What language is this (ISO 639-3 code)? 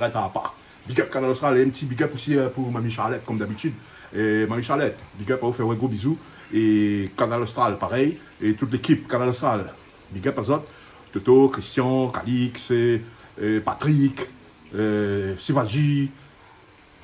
rcf